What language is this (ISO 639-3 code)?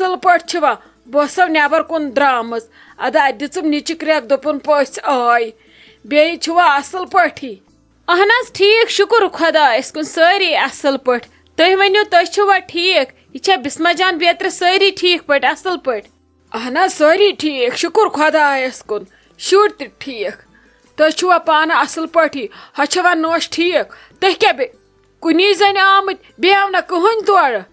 kas